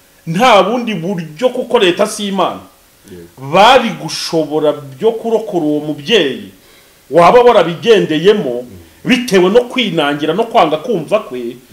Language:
Kinyarwanda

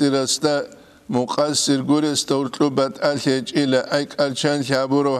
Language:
Avaric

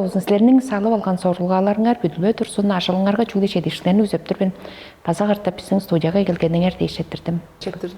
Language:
Tuvinian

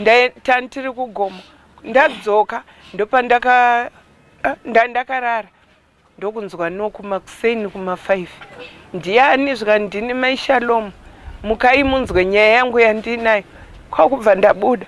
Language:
Shona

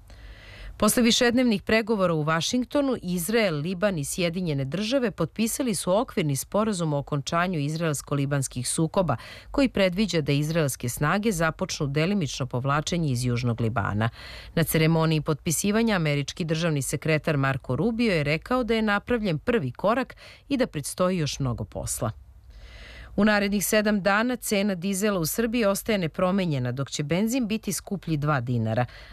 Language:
Serbian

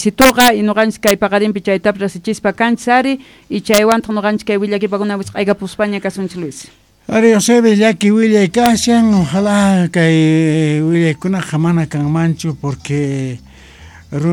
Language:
Quechua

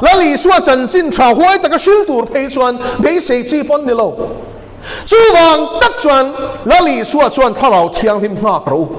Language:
Mizo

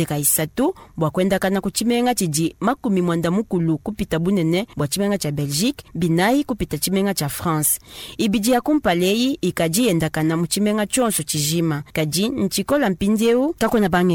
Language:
Luba-Lulua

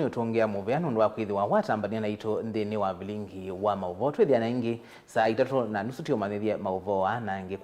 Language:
Kamba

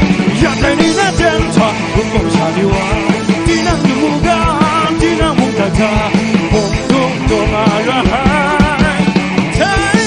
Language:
Kachin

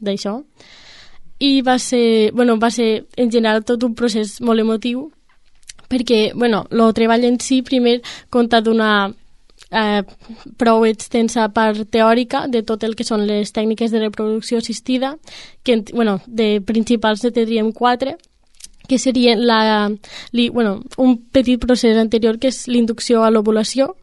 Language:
Catalan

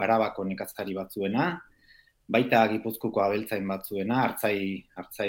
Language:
Basque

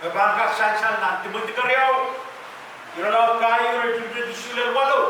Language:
Pohnpeian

